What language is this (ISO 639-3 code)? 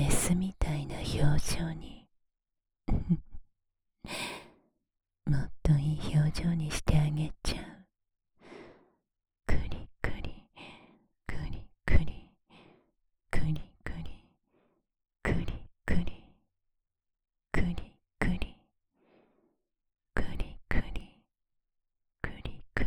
jpn